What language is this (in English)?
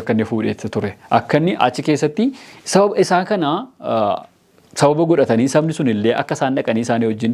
Oromo